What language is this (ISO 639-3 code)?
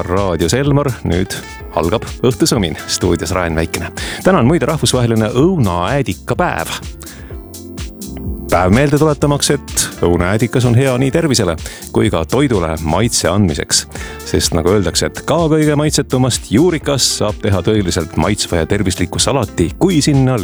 est